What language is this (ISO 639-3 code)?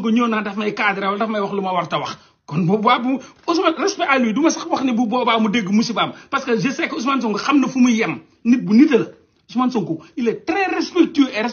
wol